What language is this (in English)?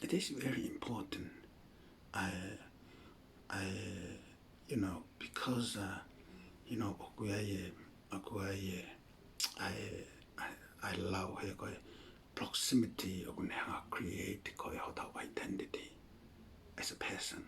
Tongan